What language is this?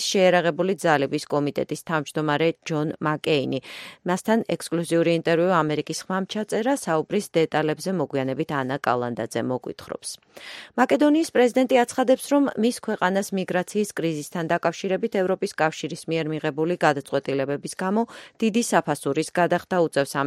Georgian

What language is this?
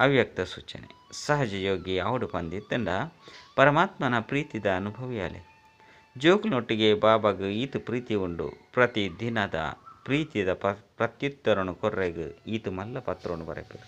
Tulu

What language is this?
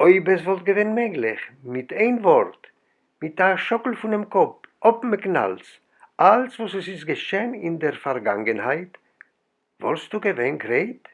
Yiddish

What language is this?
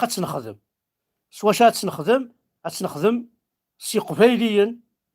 Kabyle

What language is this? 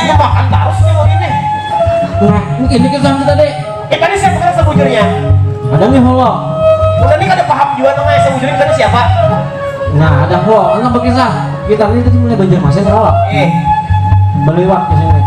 Banjar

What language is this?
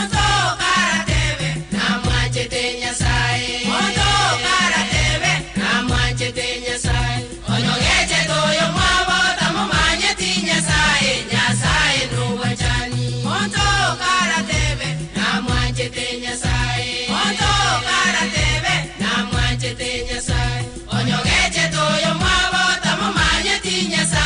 Gusii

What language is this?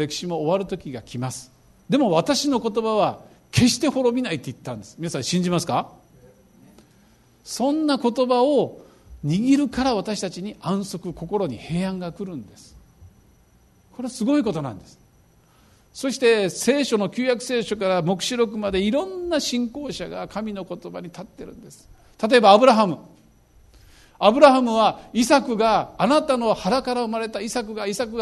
Japanese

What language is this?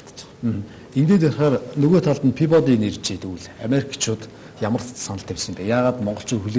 Mongolian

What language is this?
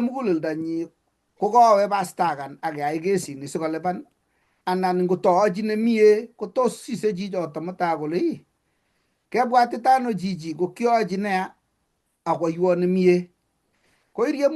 Kalenjin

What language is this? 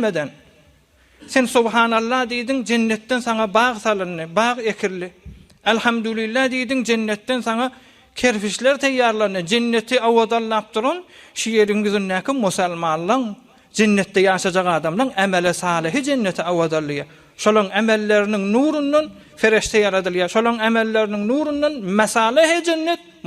Turkmen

